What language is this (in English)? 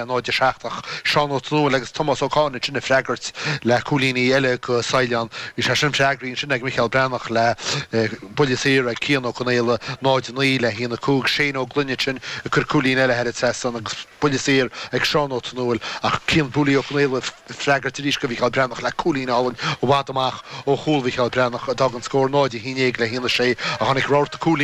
Irish